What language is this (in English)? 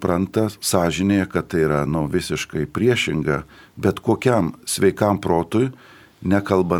Lithuanian